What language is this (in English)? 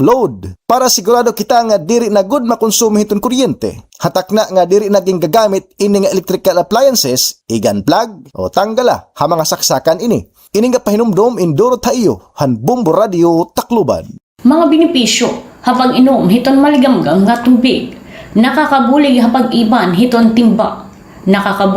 Waray